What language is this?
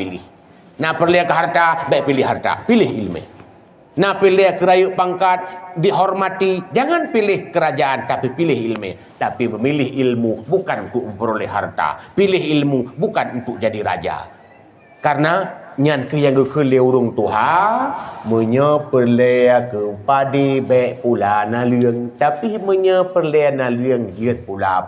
Achinese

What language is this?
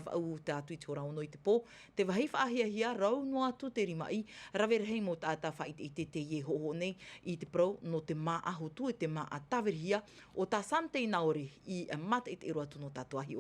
Tahitian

